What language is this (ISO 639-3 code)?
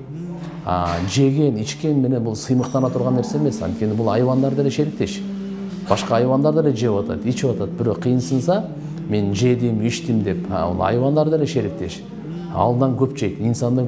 kir